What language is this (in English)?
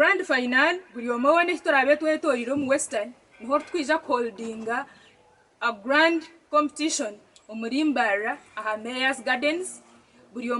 Nyankole